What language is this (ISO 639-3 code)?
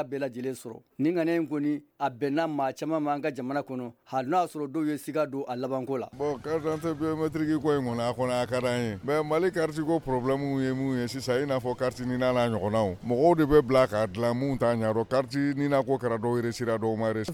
bam